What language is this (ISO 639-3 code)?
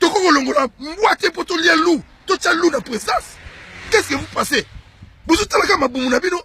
lin